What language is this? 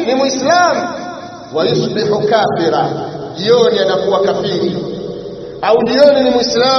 Swahili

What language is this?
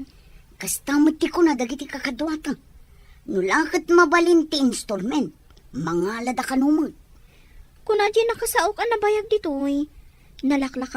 Iloko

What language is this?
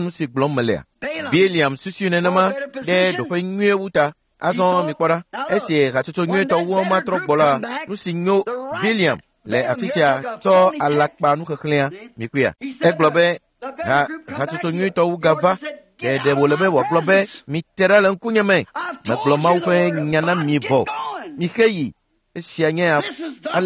Ewe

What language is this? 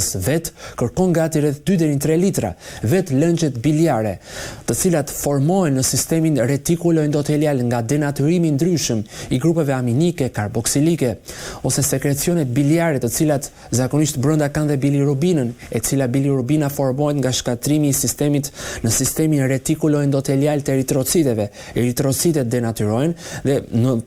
Albanian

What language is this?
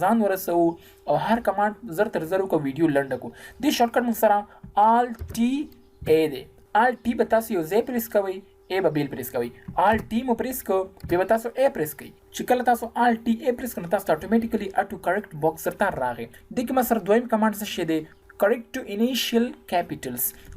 Pashto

